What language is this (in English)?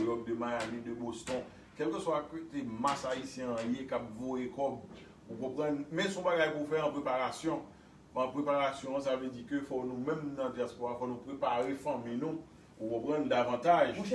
Haitian Creole